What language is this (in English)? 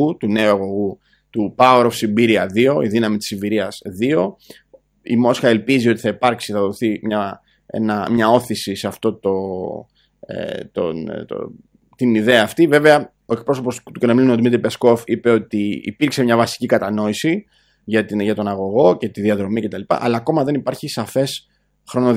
Greek